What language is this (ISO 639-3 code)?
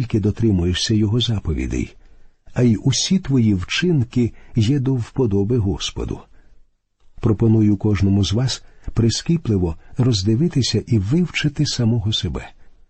ukr